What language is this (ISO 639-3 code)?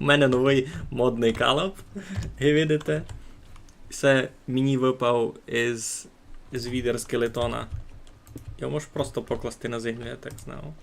rue